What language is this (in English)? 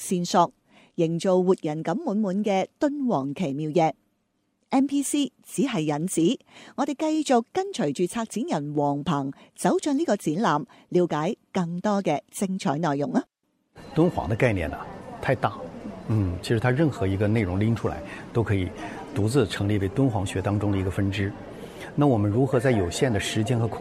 Chinese